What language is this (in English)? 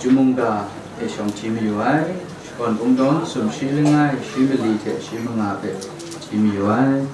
Kachin